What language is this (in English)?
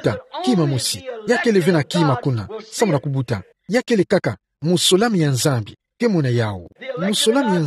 Kituba (Democratic Republic of Congo)